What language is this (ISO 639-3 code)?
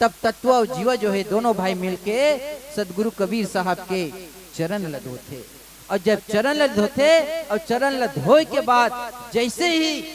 hne